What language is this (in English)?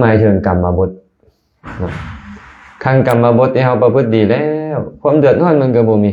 Lao